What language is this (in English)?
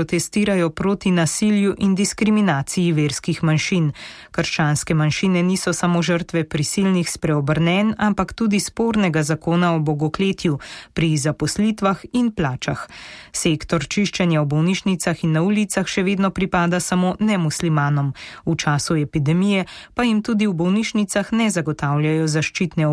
Slovenian